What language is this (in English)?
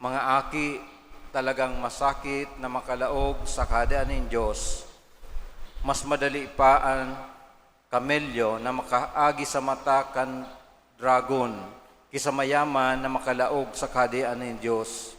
Bikol